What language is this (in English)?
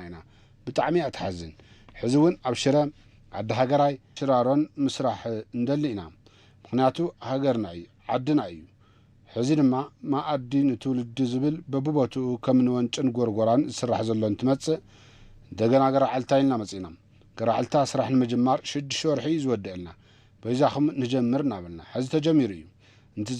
Tigrinya